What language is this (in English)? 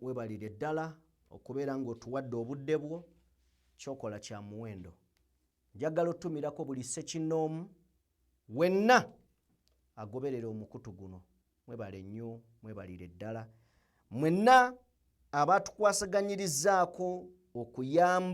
Ganda